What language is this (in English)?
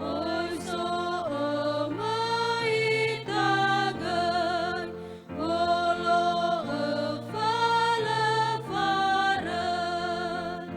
Nias